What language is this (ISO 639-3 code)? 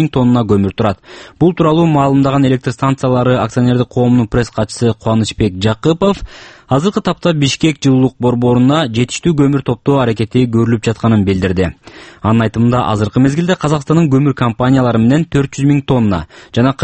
kir